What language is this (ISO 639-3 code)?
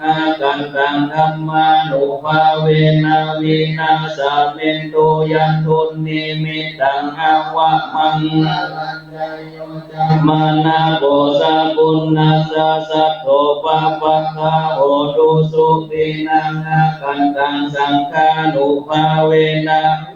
pli